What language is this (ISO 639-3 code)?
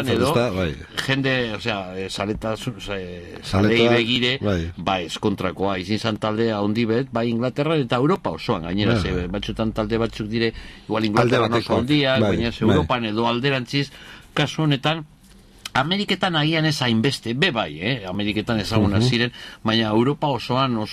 eus